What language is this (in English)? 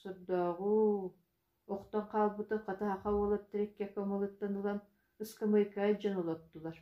Yakut